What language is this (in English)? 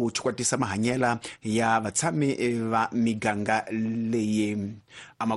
Tsonga